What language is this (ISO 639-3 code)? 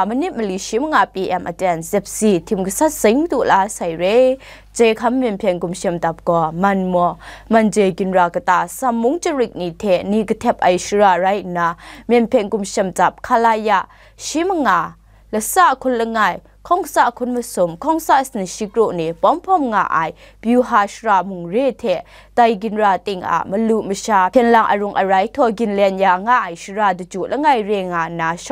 kac